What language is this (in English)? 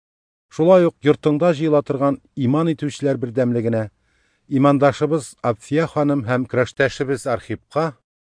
Tatar